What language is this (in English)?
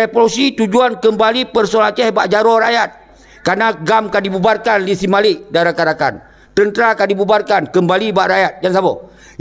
Achinese